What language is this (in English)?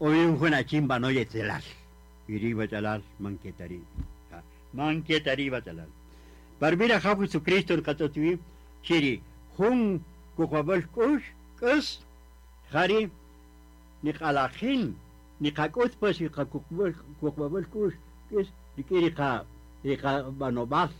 Kaqchikel